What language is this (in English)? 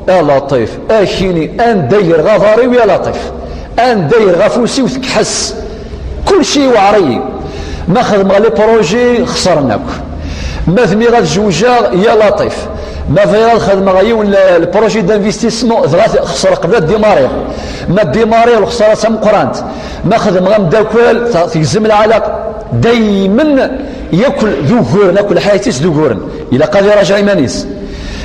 Kabyle